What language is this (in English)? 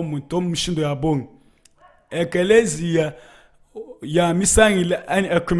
Luba-Lulua